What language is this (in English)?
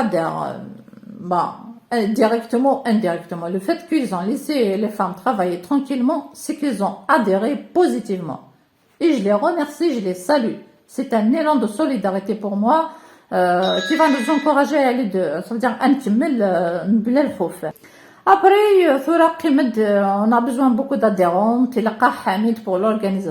Kabyle